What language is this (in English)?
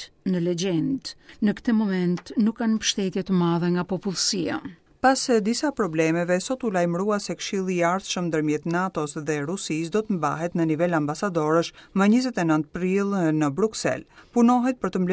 Albanian